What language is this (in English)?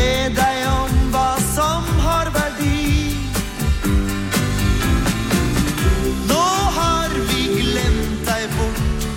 Norwegian